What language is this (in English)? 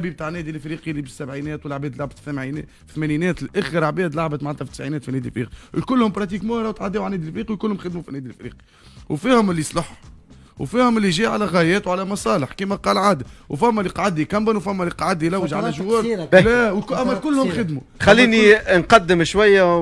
Tunisian Arabic